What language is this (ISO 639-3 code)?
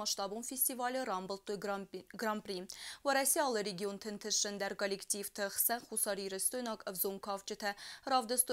oss